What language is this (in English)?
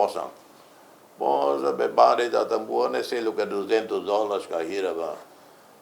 Tetum